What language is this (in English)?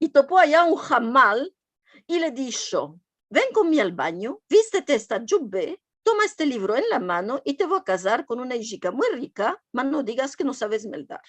Ladino